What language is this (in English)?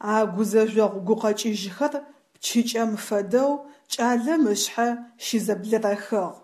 Adyghe